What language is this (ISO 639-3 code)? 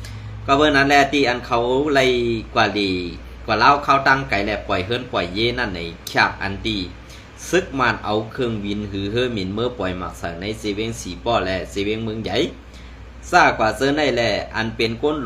shn